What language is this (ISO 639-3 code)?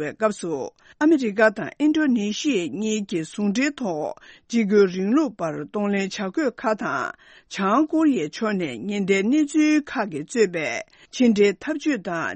bod